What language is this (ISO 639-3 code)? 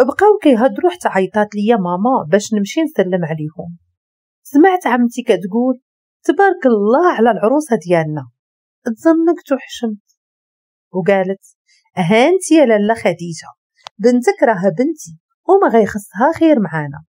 ary